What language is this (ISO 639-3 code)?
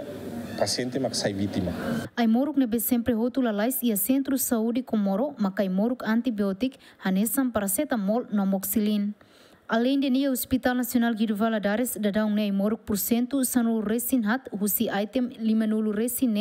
tet